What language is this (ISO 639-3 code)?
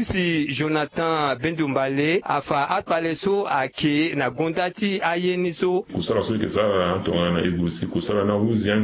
sag